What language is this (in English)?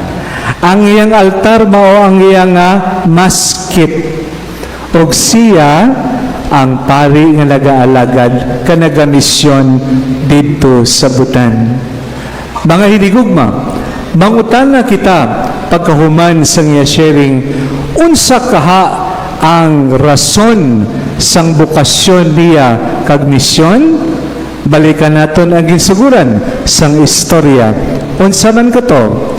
Cebuano